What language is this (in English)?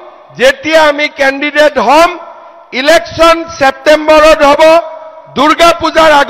Assamese